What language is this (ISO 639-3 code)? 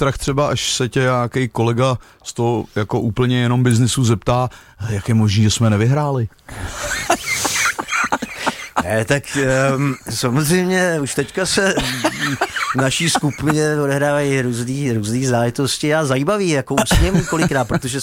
ces